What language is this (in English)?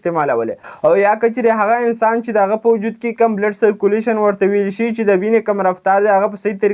Pashto